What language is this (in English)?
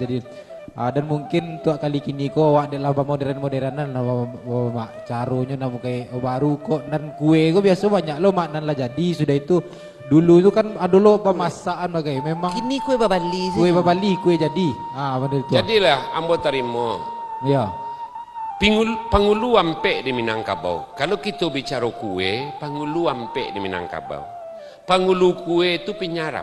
Minangkabau